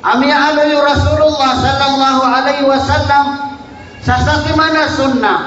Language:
Maranao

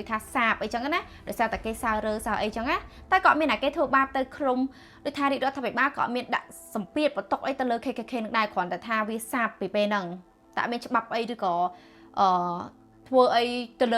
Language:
Khmer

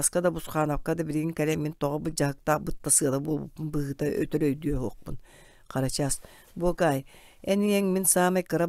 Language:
Yakut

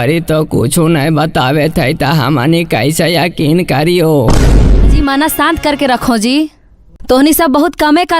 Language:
Magahi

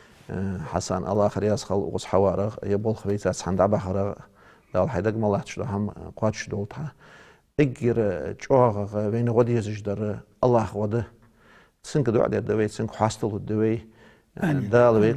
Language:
Ingush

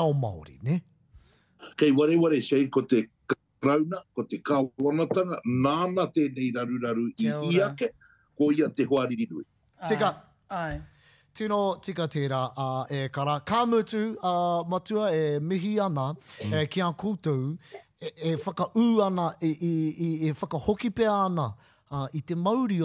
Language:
Māori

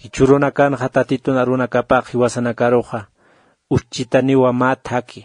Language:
Aymara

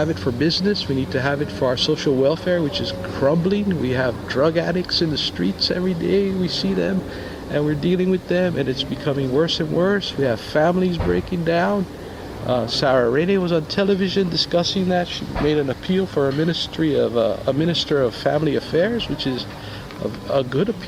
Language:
Seselwa Creole French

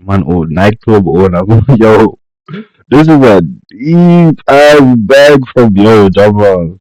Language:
Jamaican Creole English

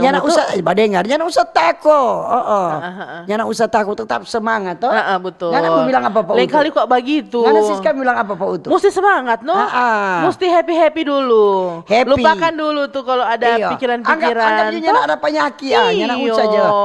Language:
Manado Malay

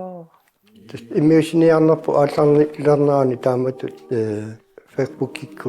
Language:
Kalaallisut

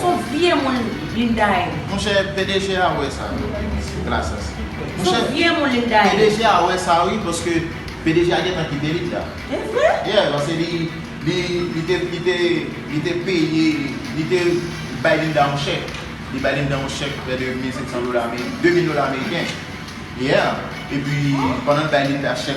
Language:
Haitian Creole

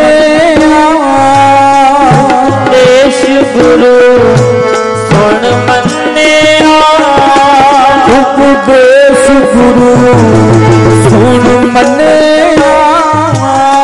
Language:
Punjabi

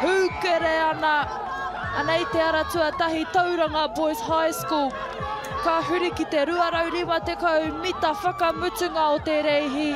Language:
Māori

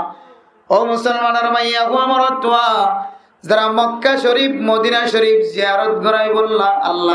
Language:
Rohingya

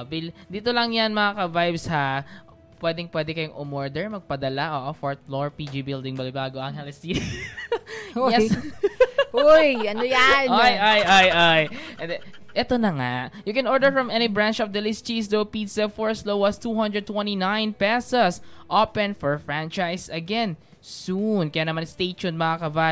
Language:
Filipino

